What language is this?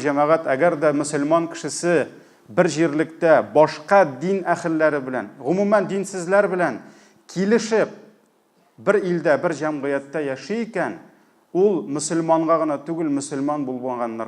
Tatar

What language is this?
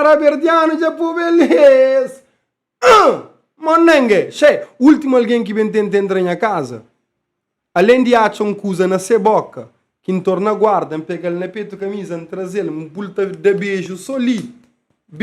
Kabuverdianu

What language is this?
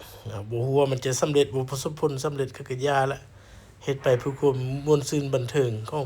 Lao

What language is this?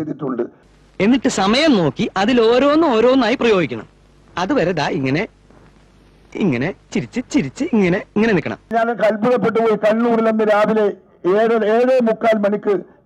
Malayalam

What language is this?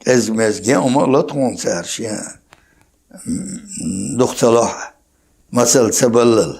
Chechen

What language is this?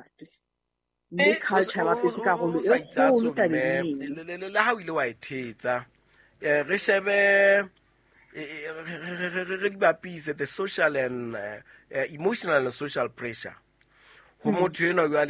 Southern Sotho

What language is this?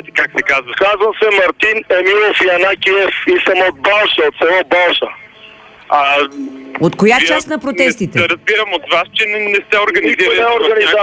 Bulgarian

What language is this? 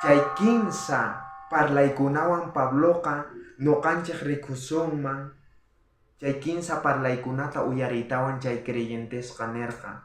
South Bolivian Quechua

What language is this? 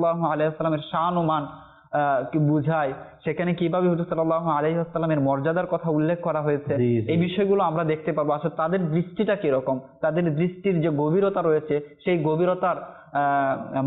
Bangla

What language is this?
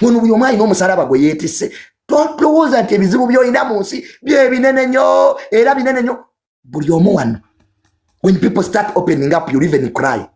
Ganda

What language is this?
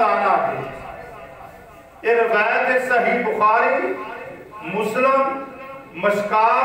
Urdu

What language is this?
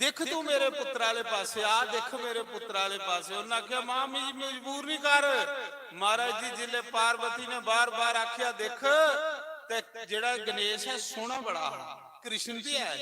Dogri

